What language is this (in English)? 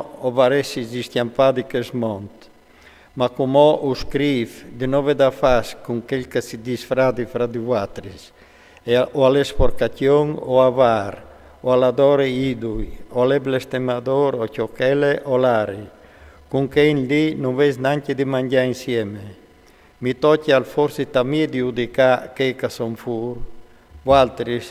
Friulian